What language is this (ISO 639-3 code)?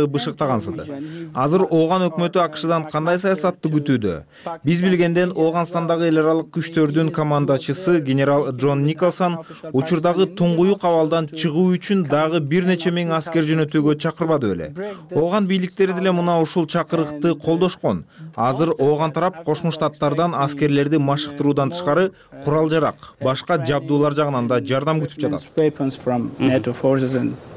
kir